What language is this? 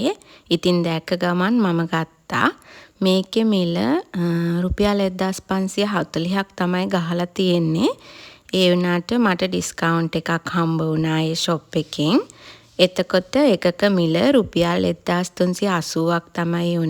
Sinhala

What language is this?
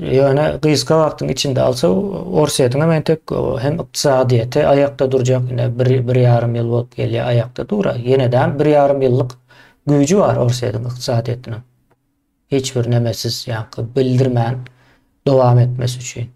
Turkmen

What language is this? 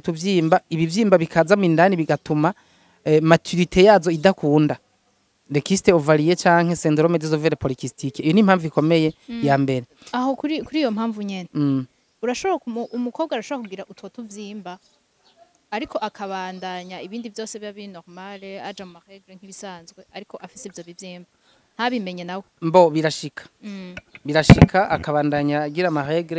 Rundi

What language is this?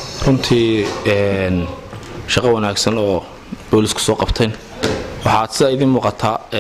Somali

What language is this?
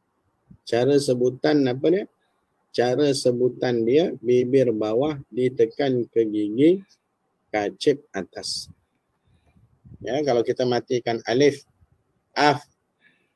Malay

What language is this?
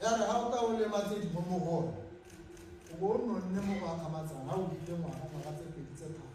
Tswana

